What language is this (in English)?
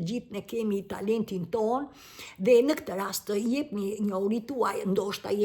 Albanian